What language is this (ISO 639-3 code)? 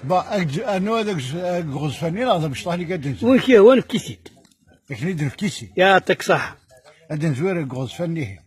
kab